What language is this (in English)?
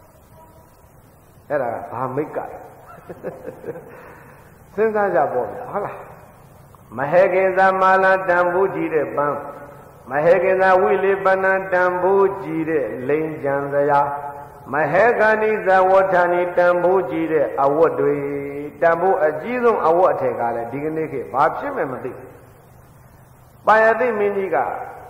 Burmese